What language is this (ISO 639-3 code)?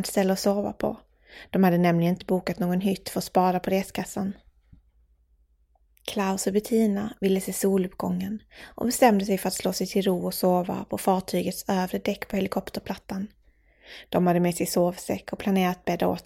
swe